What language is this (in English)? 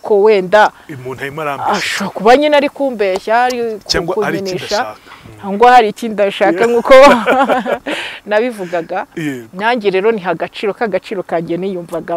Kinyarwanda